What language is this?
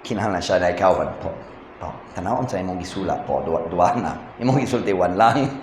Cebuano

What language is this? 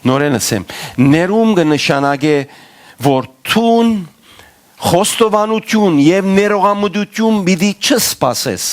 Western Armenian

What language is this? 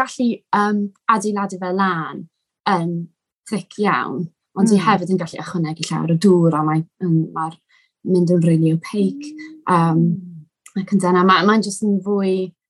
Welsh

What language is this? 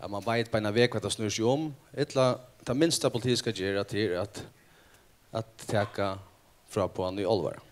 Faroese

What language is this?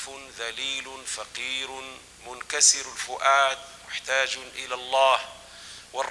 Arabic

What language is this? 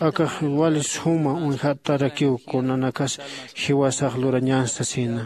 Aymara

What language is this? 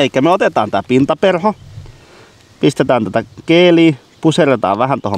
Finnish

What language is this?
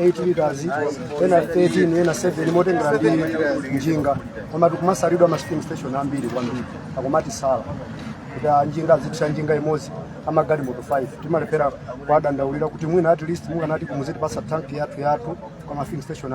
Nyanja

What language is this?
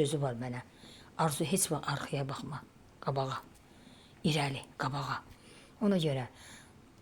Azerbaijani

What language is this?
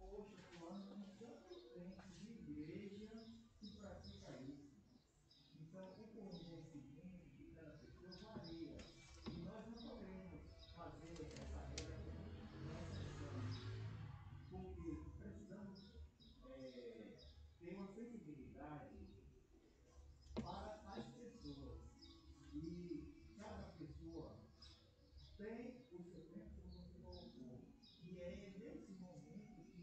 Portuguese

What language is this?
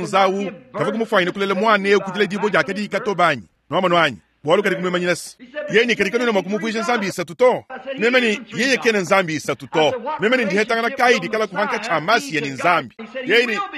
Luba-Lulua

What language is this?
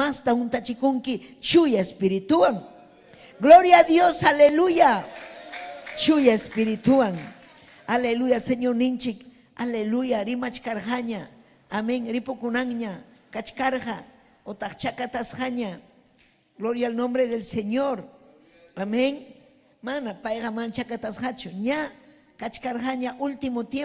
Ayacucho Quechua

